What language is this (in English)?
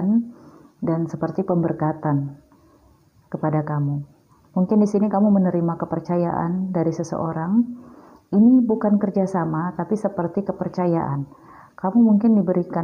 Indonesian